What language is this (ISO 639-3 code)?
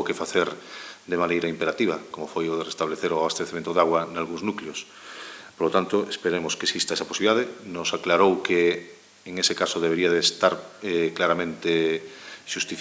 glg